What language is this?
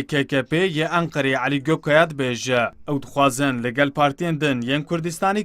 Kurdish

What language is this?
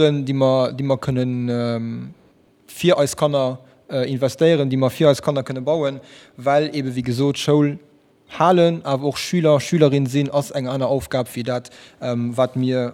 Luxembourgish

